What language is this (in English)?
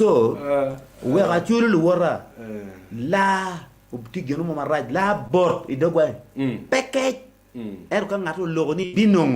Acoli